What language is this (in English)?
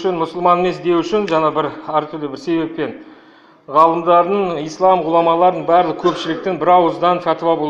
Kazakh